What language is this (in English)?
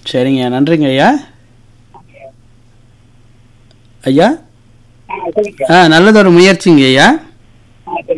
Tamil